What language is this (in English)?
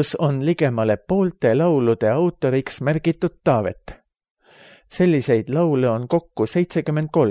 Estonian